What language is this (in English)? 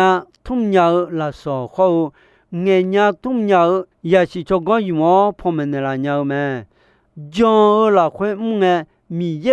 Akha